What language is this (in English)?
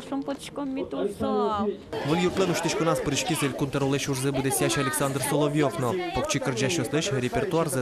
Udmurt